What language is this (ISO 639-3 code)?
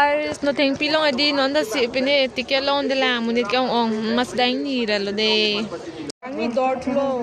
mjw